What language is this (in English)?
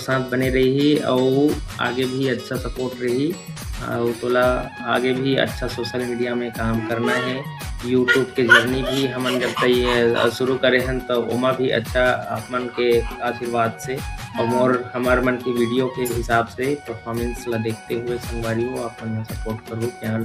Chhattisgarhi